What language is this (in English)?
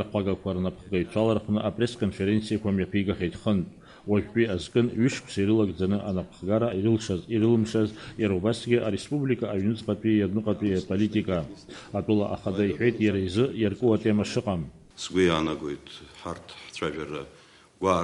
Abkhazian